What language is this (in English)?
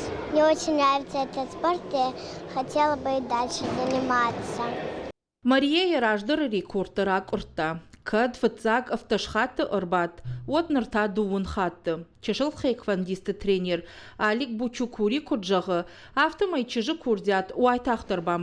Ossetic